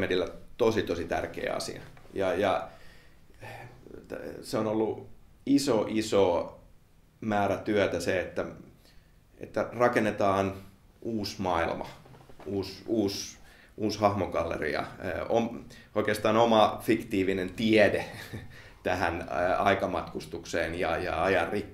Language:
Finnish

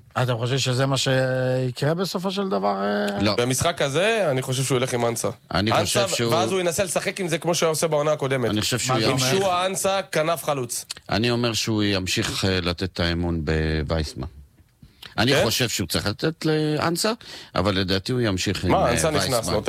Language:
Hebrew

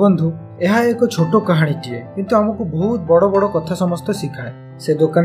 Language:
Odia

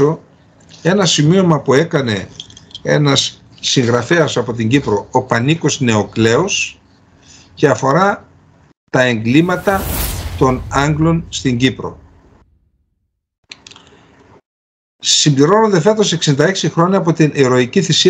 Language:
Greek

